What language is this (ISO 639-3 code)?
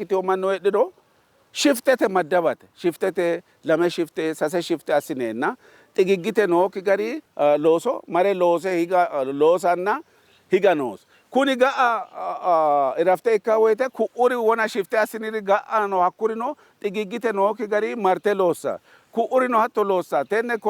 sid